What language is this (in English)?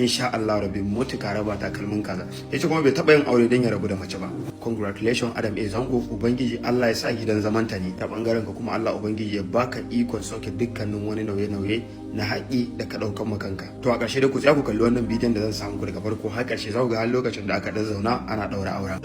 Hausa